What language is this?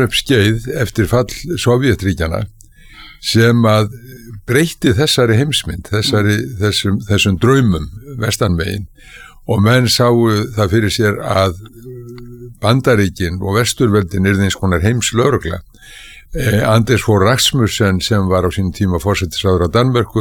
Icelandic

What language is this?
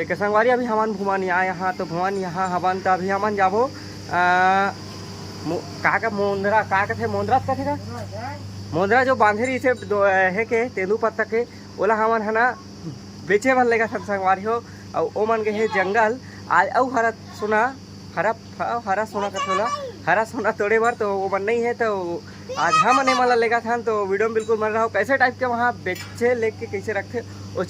Chhattisgarhi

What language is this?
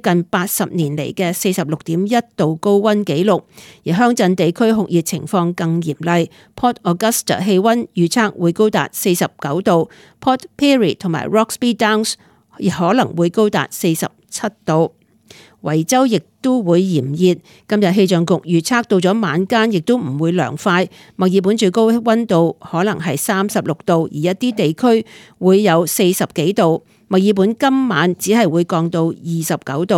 Cantonese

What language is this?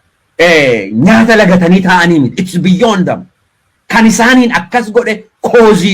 Oromo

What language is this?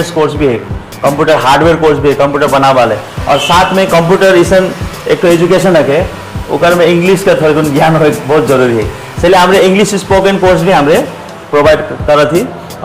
Sadri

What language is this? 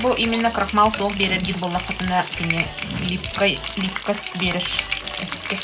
Yakut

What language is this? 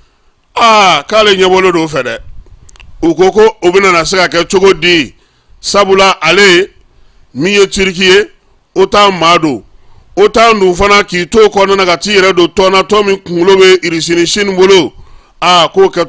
Bambara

